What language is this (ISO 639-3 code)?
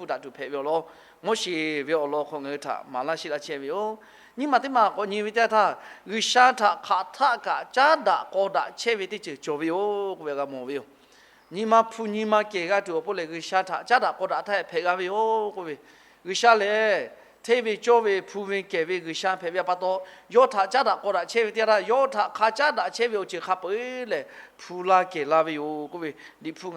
lhu